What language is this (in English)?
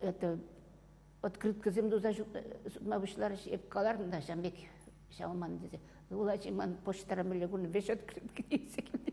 Chuvash